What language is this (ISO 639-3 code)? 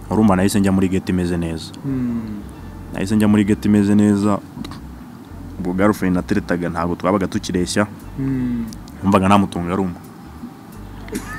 kin